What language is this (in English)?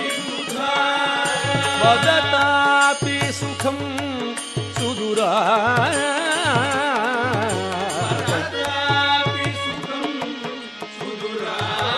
Sanskrit